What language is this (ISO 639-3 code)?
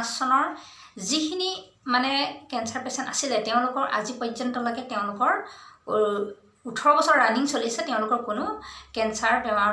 asm